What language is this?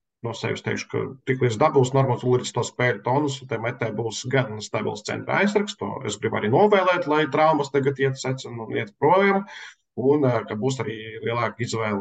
Latvian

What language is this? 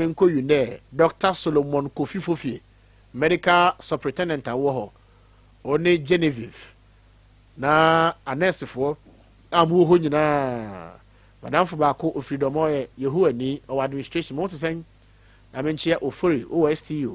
Akan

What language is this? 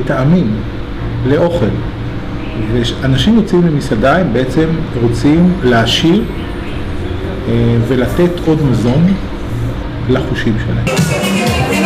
Hebrew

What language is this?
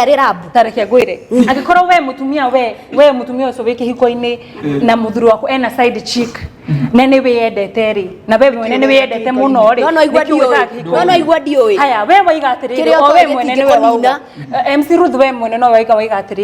Kikuyu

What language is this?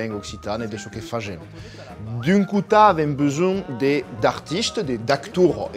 Occitan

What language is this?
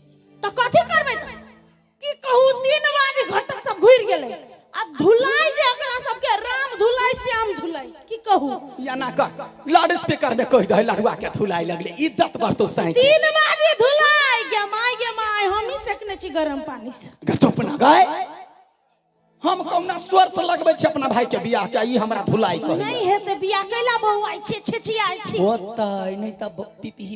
Maithili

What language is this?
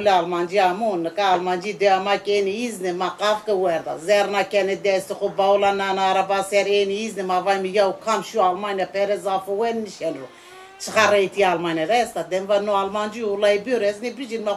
Zaza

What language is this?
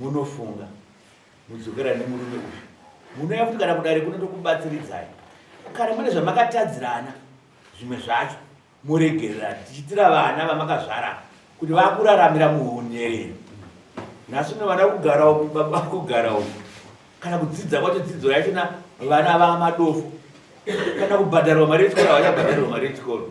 Shona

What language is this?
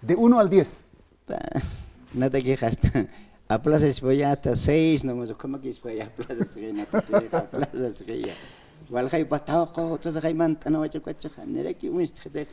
Aymara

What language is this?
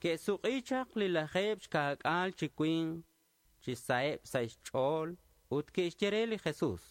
Kekchí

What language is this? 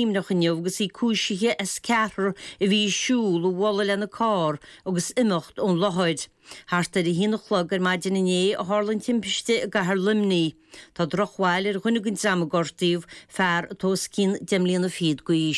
Irish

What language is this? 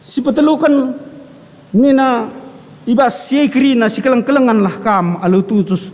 Batak Karo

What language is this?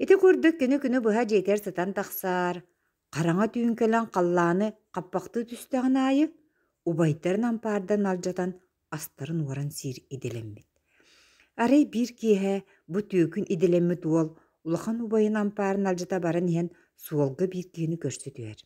Yakut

